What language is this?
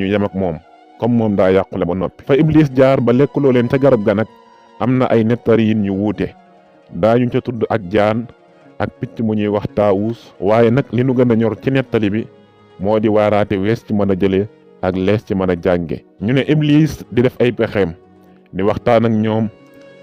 Wolof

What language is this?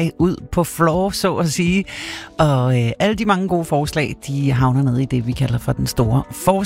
Danish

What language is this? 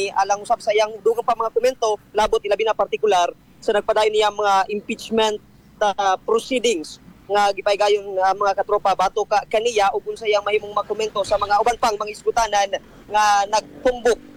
Cebuano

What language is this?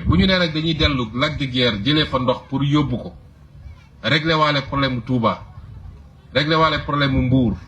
Wolof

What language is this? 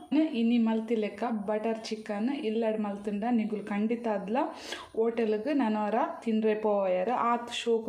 Tulu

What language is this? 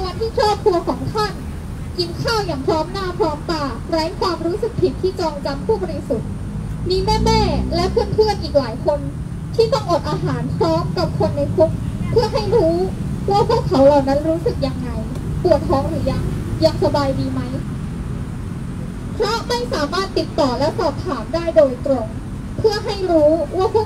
Thai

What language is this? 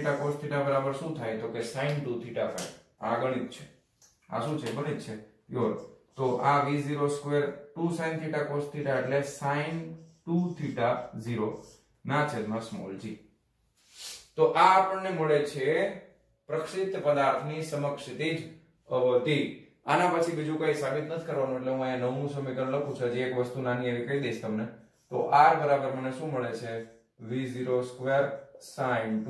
Gujarati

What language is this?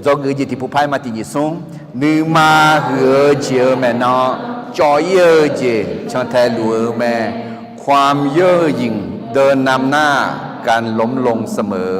Akha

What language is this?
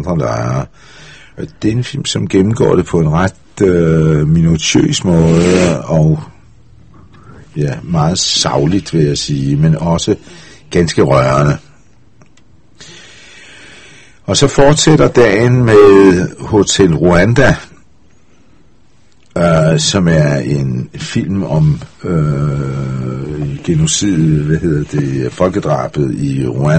Danish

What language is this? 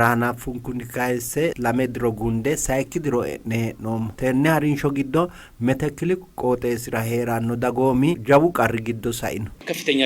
Sidamo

